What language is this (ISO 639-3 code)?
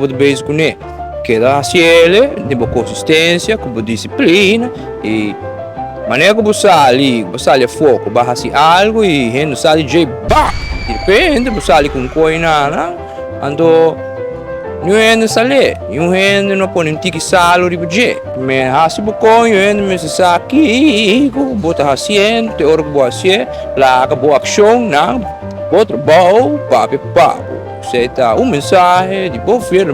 pap